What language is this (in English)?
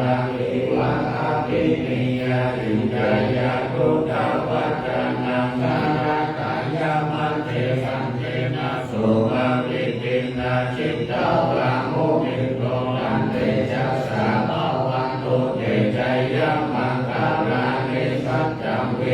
Pali